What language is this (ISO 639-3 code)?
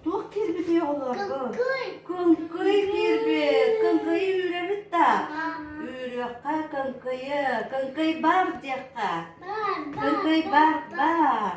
sah